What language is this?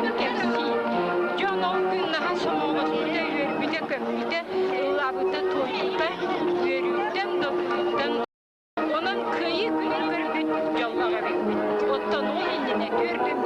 Yakut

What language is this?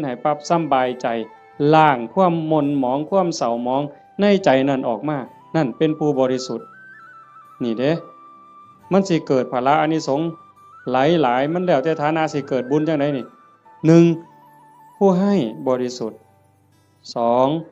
Northeastern Thai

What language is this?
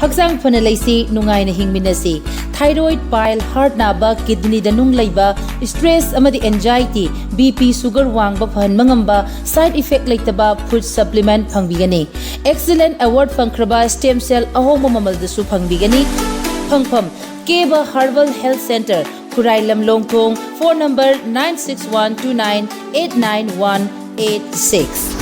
Manipuri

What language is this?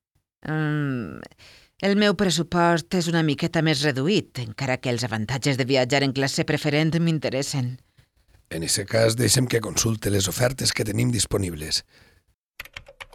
Catalan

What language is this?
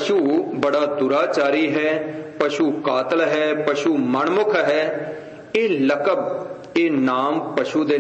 Punjabi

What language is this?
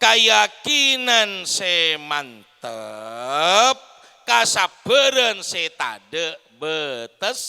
Madurese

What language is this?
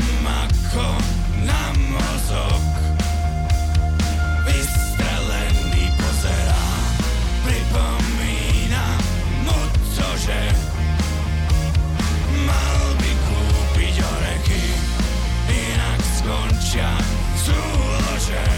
Slovak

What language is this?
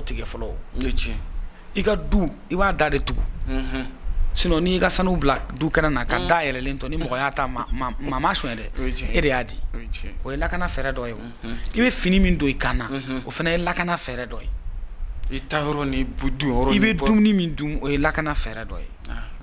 Bambara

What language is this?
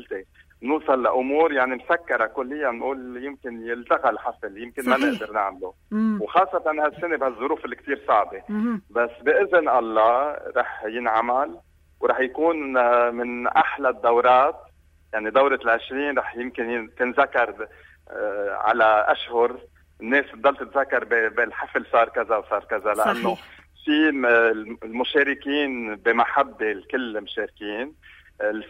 North Levantine Arabic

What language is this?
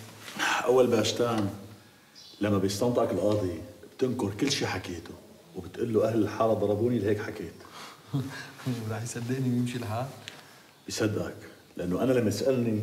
North Levantine Arabic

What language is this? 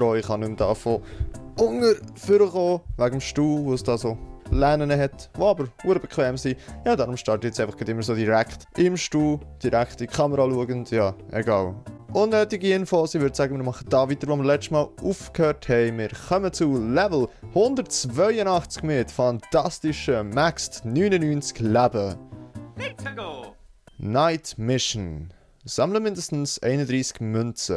Swiss German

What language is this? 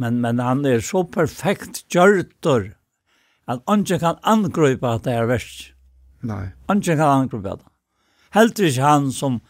Faroese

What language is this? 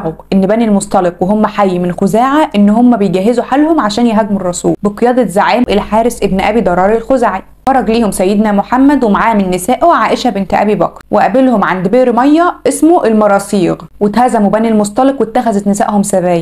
Egyptian Arabic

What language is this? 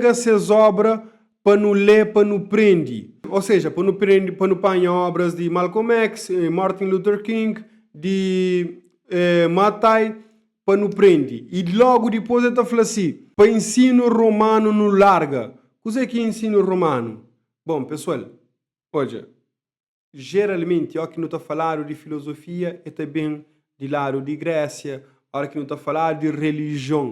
Kabuverdianu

